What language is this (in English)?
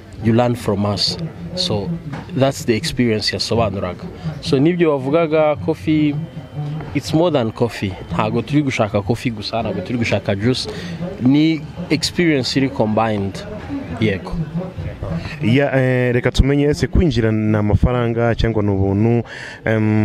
Kinyarwanda